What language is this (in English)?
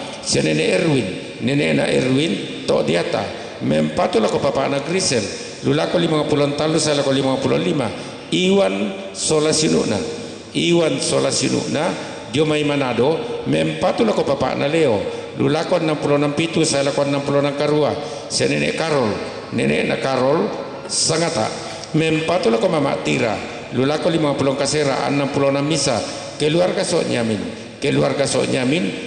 Toraja-Sa'dan